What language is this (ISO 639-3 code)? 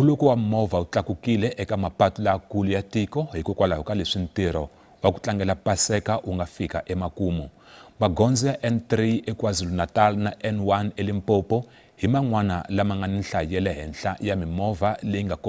tso